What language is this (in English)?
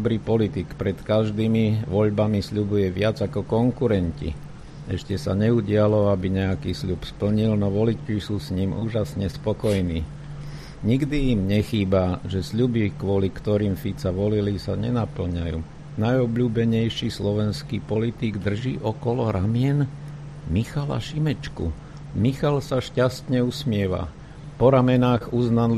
Slovak